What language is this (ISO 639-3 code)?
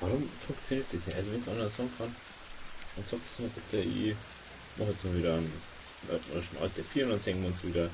bar